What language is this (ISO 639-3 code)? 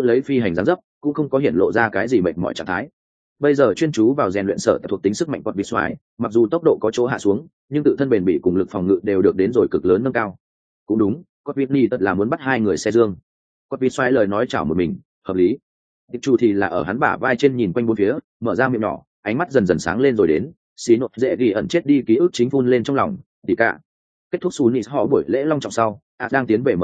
vie